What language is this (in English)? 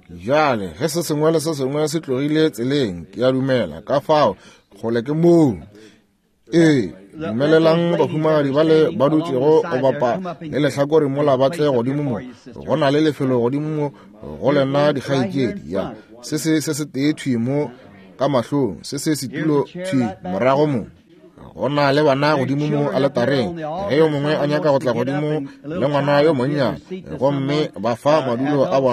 Northern Sotho